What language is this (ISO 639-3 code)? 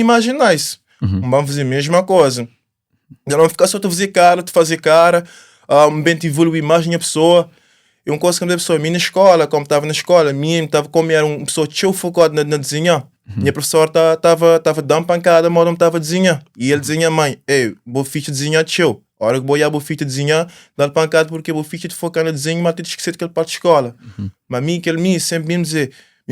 kea